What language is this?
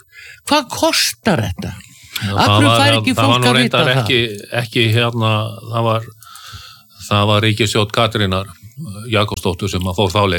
Icelandic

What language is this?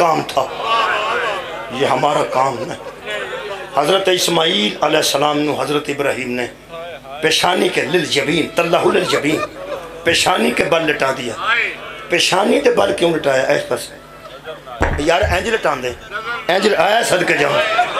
Urdu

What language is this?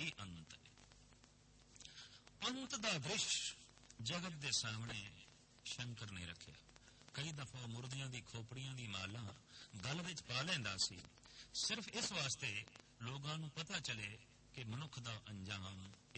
Punjabi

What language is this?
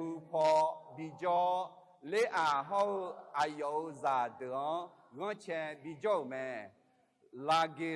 Akha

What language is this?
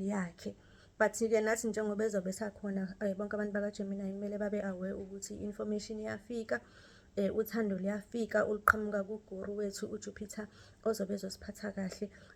Zulu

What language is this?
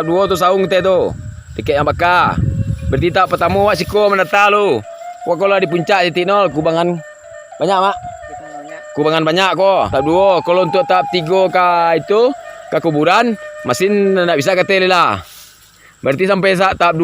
Minangkabau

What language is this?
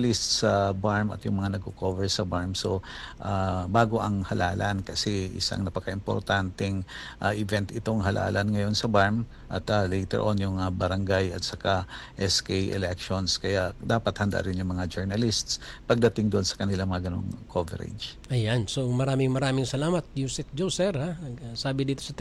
Filipino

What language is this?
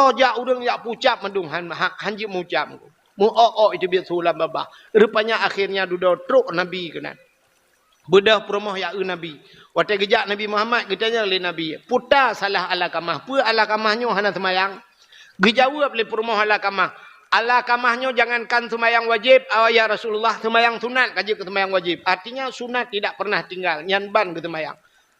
Achinese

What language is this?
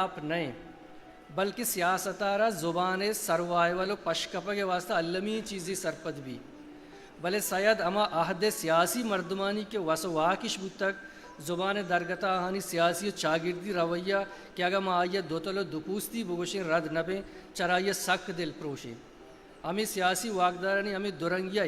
Eastern Balochi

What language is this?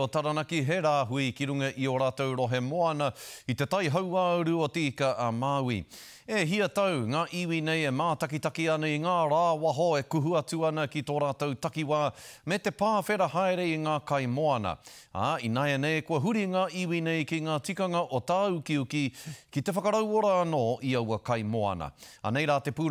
Māori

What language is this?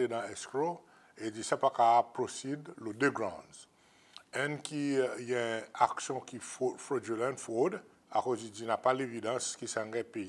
Seselwa Creole French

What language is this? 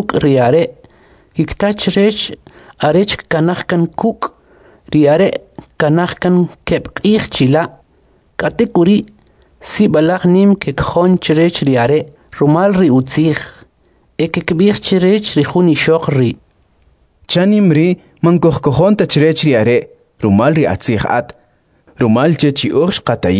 Kʼicheʼ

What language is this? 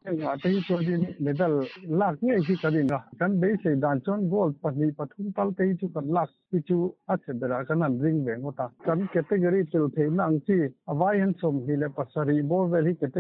Mizo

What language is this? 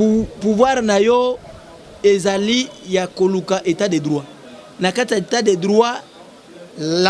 Lingala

